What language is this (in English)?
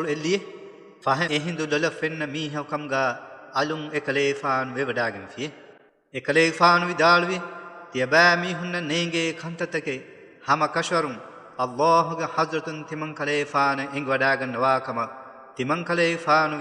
Divehi